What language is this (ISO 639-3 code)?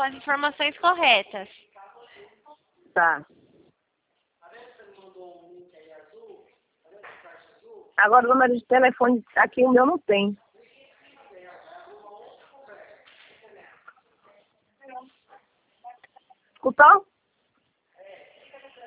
por